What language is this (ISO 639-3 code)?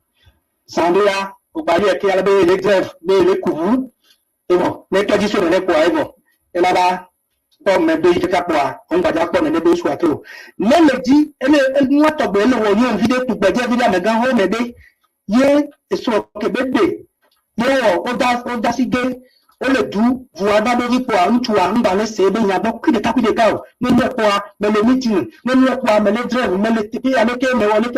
ewe